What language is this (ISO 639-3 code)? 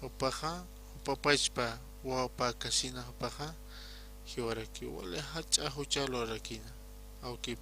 aym